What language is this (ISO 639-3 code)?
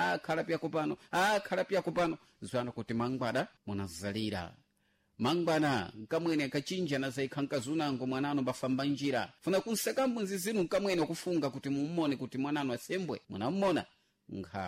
seh